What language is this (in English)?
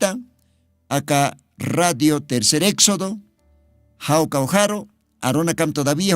Aymara